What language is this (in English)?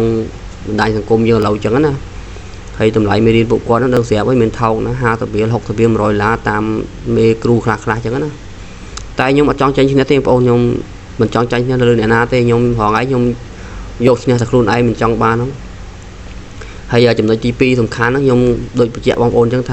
Khmer